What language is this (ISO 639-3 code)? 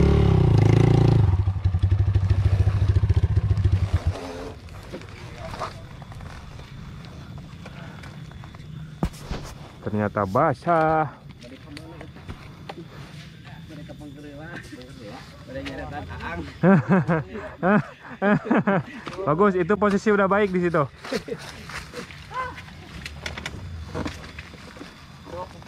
ind